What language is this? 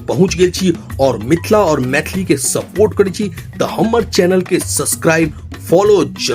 Maithili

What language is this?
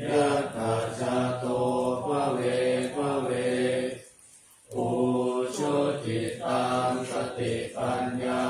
Pali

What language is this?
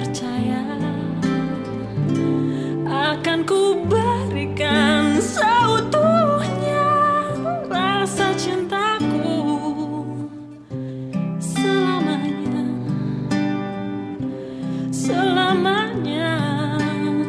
Indonesian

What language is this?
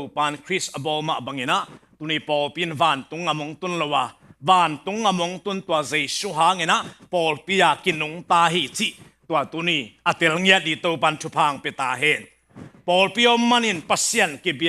Tedim Chin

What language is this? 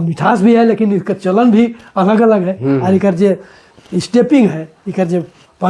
Sadri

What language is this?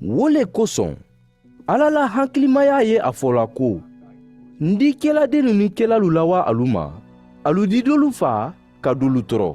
Mandingo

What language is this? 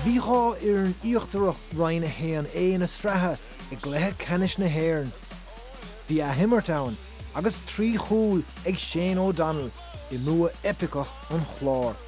Irish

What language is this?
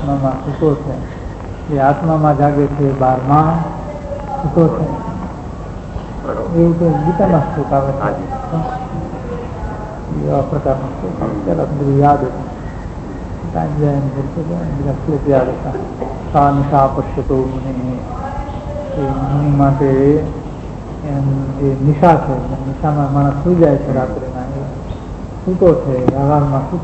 Gujarati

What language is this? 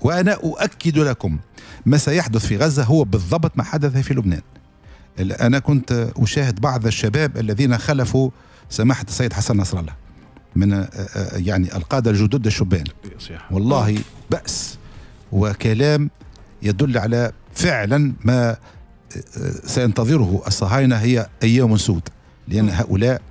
Tunisian Arabic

